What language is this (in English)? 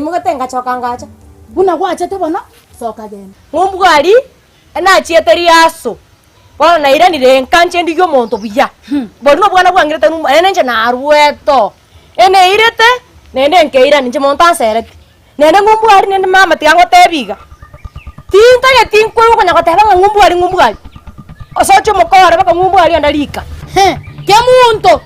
Gusii